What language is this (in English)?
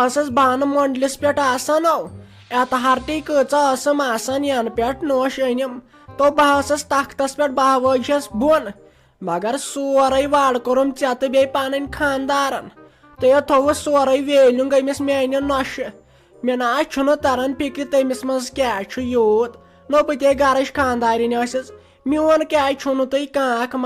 Kashmiri